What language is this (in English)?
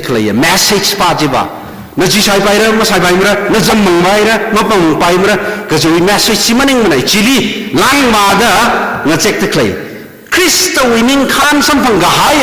Tangkhul Naga (India)